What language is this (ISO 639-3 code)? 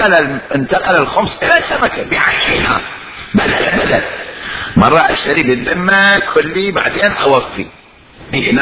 acm